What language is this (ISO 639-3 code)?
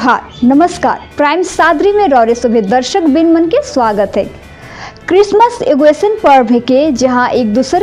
sck